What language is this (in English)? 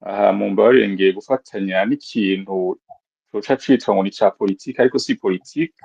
Rundi